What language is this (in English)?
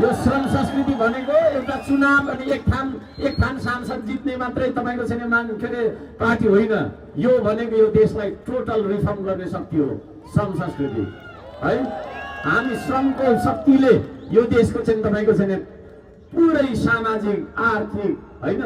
Nepali